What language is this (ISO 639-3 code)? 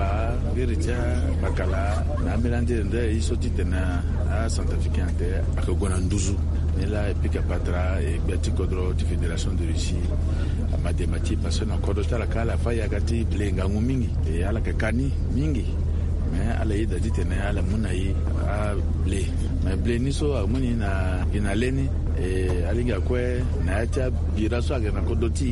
sag